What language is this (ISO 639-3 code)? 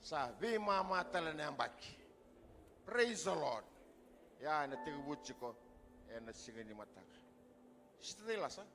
fij